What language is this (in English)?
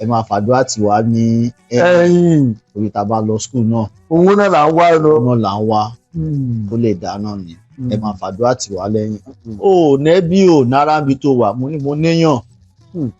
Yoruba